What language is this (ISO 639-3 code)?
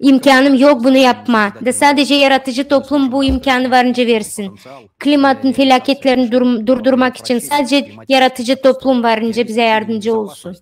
gag